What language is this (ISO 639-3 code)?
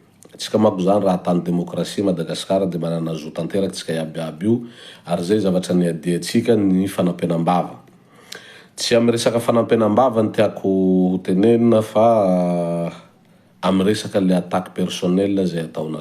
mlg